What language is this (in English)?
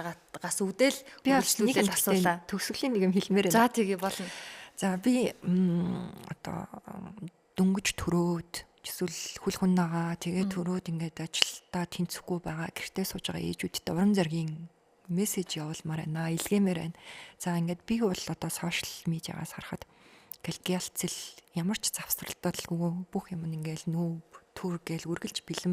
Mongolian